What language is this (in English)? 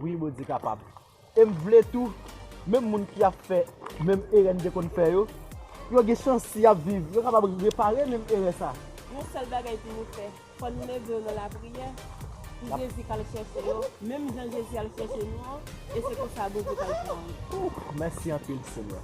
Haitian Creole